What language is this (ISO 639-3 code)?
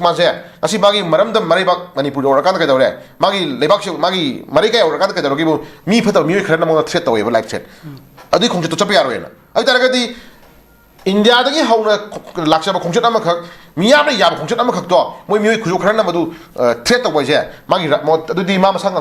mni